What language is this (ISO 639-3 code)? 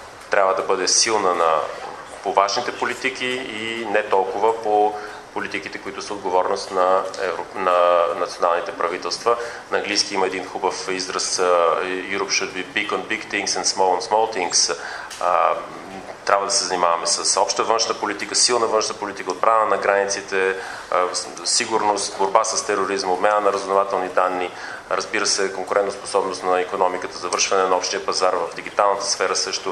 bul